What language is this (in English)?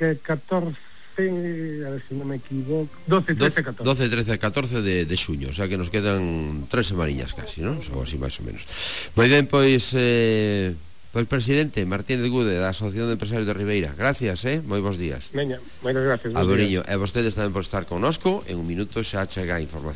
Galician